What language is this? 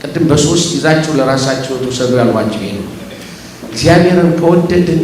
Amharic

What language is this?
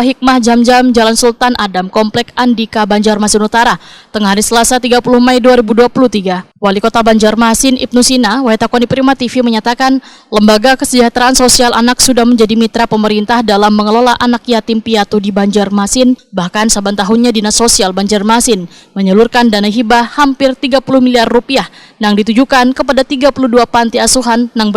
Banjar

